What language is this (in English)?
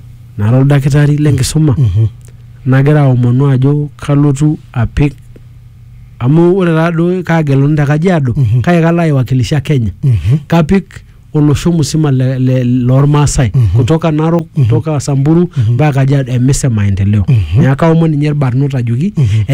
Masai